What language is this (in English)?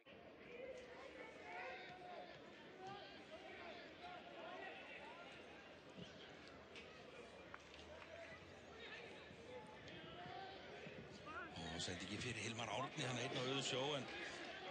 Icelandic